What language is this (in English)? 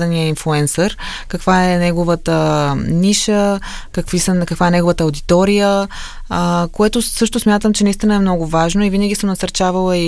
Bulgarian